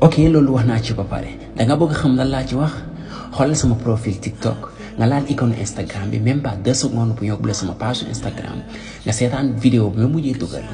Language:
Wolof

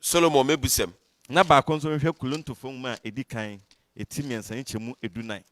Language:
Akan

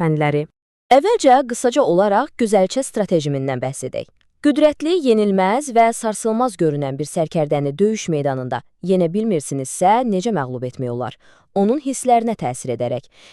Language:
Azerbaijani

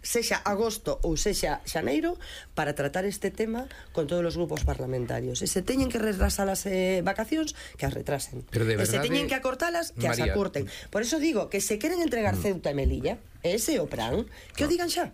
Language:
Galician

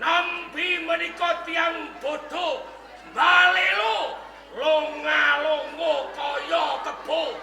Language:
Javanese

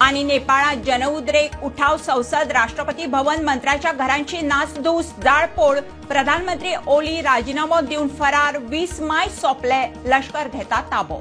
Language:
Konkani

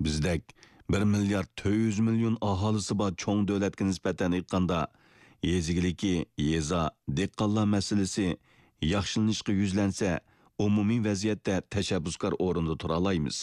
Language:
Uyghur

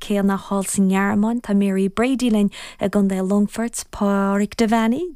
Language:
Irish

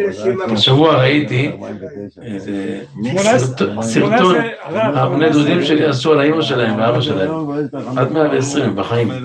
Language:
Hebrew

